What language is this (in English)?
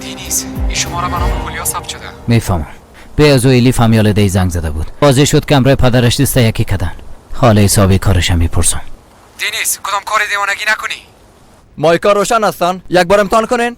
Persian